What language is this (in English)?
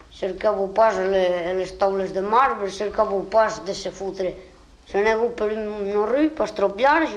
Occitan